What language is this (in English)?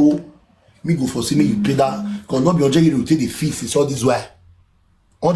Nigerian Pidgin